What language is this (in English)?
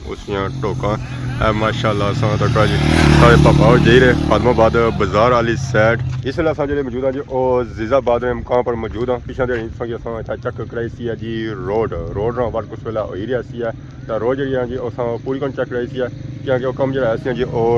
Pahari-Potwari